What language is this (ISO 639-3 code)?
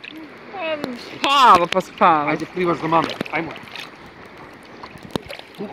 hrv